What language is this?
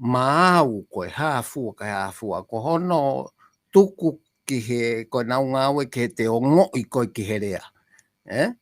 Tongan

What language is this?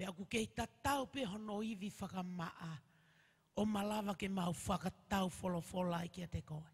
Tongan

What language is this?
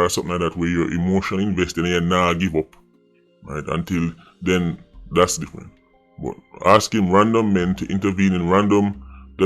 Jamaican Creole English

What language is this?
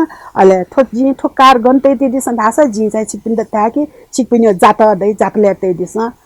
Newari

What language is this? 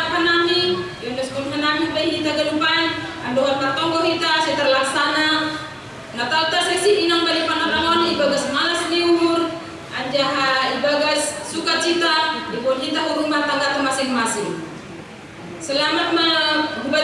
Batak Simalungun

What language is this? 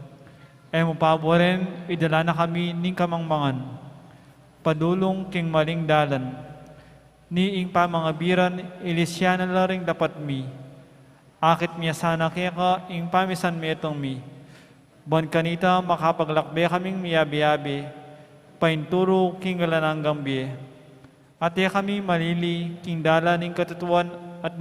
Pampanga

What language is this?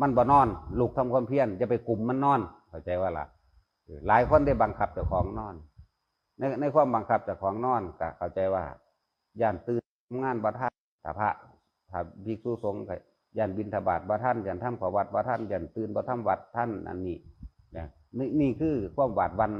Northeastern Thai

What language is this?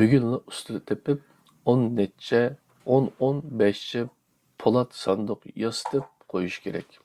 Uyghur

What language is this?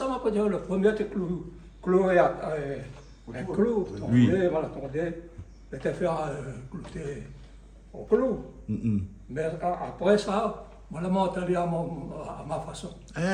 Réunion Creole French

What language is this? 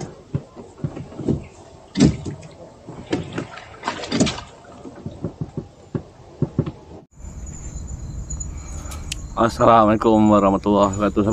Malay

